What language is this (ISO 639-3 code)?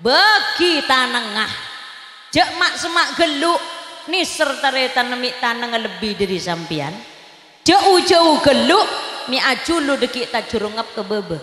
mad